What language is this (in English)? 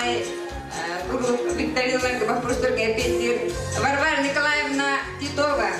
Yakut